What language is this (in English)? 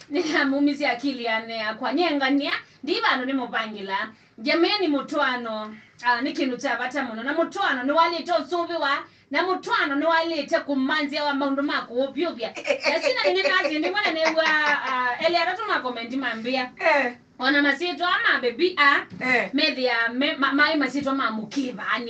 Kamba